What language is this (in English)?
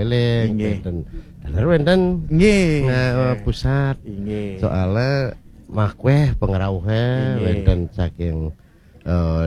Balinese